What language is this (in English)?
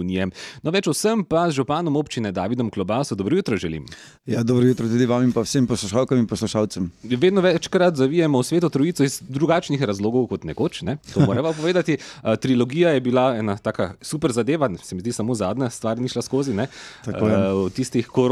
Slovenian